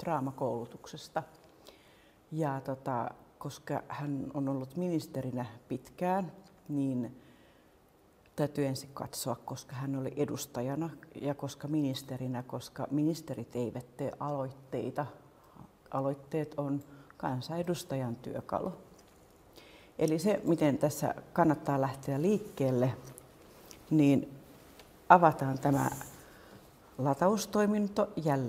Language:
Finnish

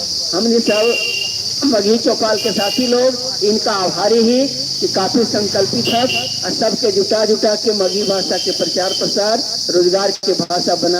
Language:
Magahi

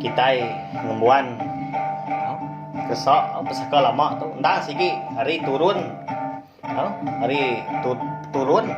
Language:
Iban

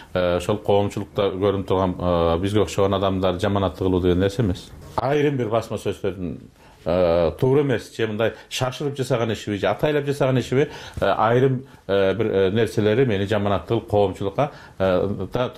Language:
Kyrgyz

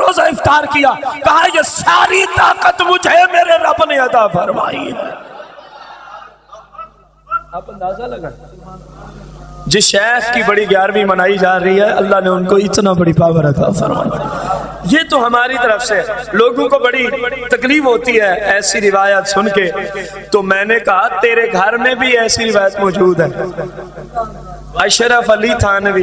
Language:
Urdu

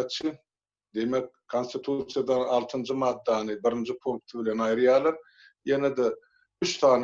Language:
Turkmen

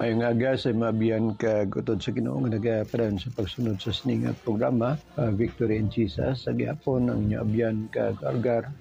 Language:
Hiligaynon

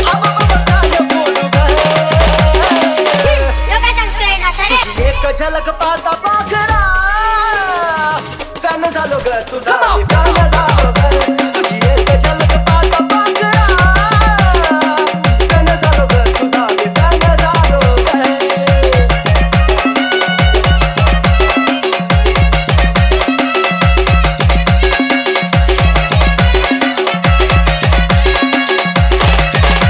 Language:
Marathi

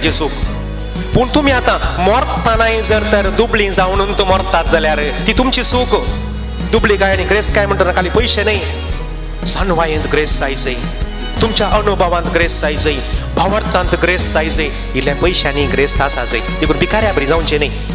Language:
Konkani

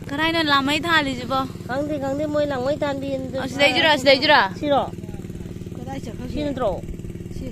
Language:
Manipuri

